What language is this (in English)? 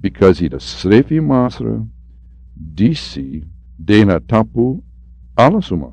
Sranan Tongo